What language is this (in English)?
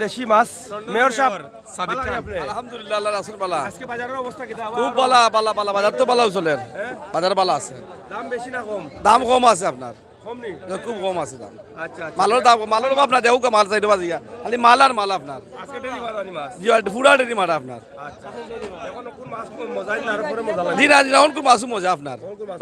Sylheti